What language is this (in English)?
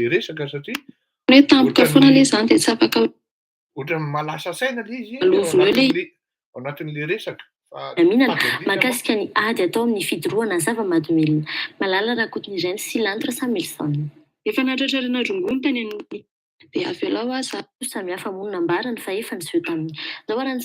Malagasy